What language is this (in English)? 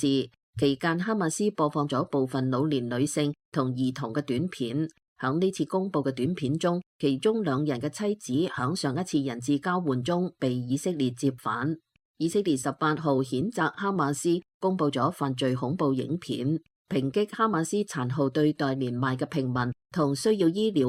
Cantonese